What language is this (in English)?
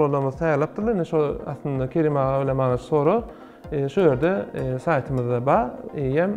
Turkmen